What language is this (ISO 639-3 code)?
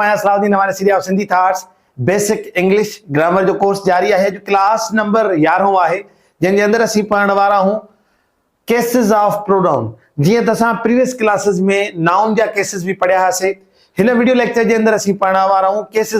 snd